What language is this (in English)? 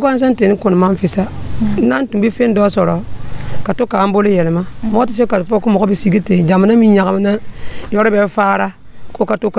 Dyula